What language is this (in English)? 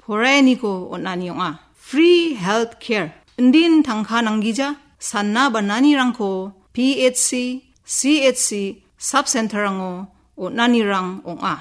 Garo